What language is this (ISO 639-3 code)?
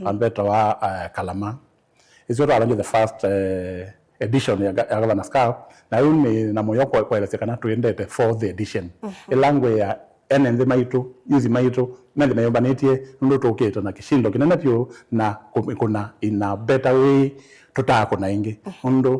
kam